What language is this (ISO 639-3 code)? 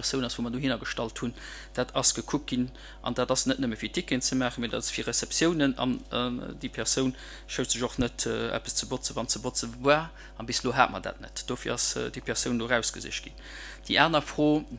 ltz